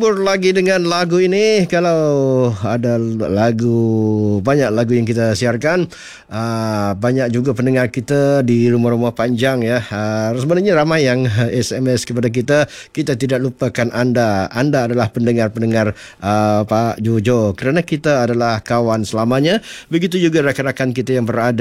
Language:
Malay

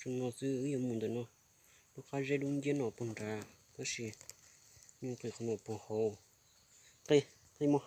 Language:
Hmong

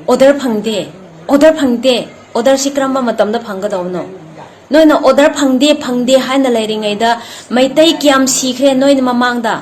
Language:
Manipuri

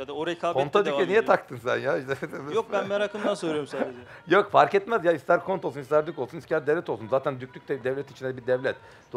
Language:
Turkish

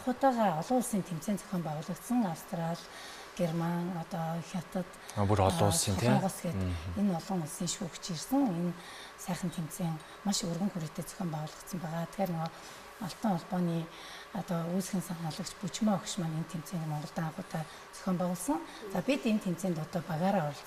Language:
Mongolian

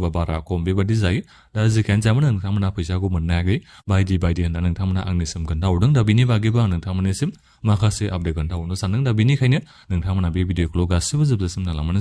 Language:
Bodo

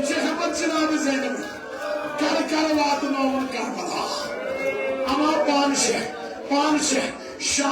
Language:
Kashmiri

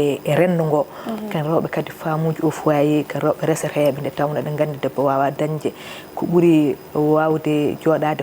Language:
Fula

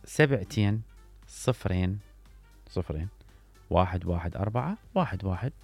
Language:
Mesopotamian Arabic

